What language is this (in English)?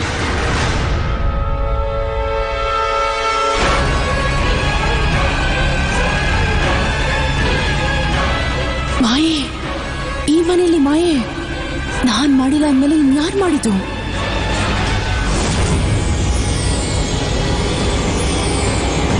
Kannada